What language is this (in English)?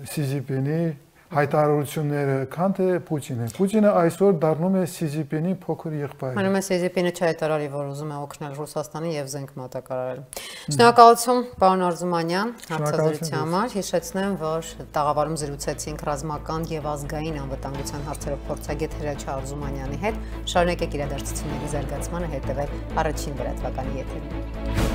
Armenian